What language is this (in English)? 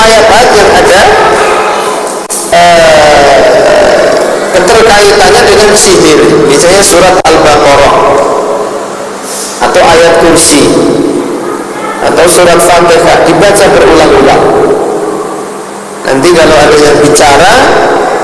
Indonesian